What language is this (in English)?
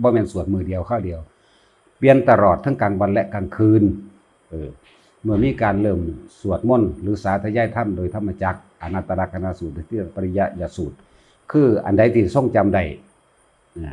Lao